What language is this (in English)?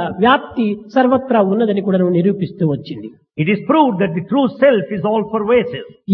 Telugu